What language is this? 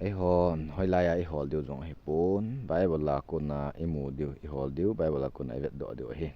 Thado Chin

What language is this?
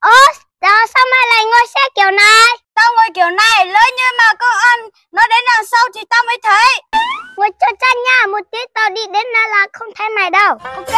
Hmong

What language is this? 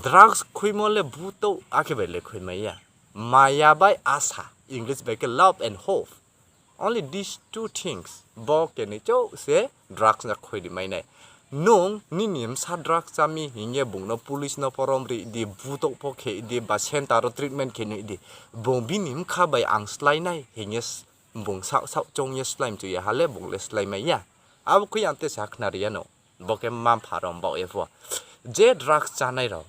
Riang (India)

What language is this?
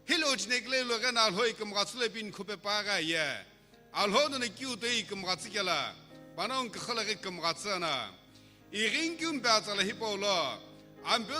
Sumi Naga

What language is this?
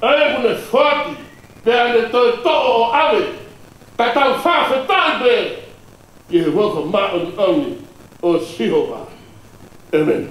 Tongan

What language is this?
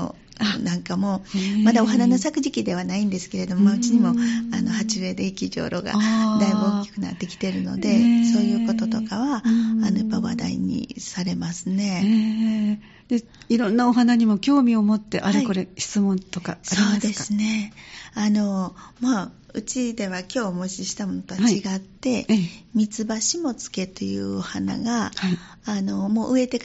Japanese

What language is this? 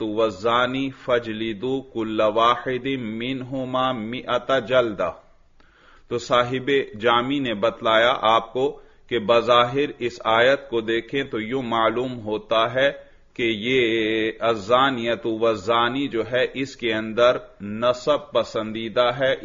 Urdu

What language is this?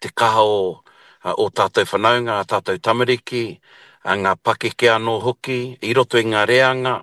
Māori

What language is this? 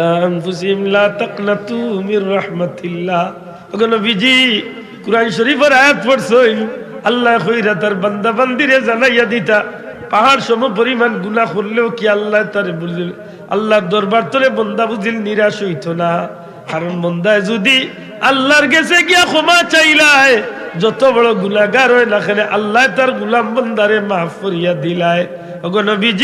Sylheti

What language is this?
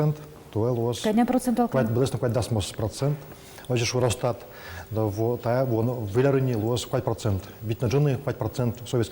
Udmurt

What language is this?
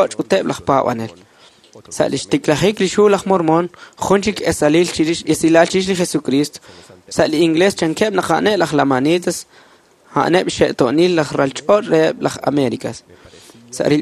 Kekchí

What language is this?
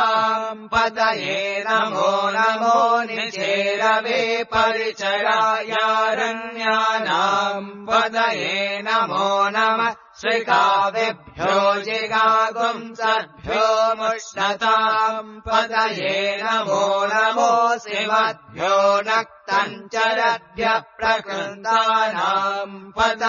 Sanskrit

